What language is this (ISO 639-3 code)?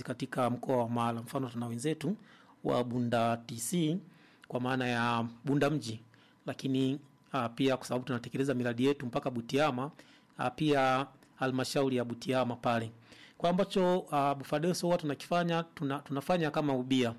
swa